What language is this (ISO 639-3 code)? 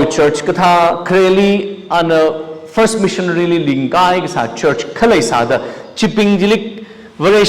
nmf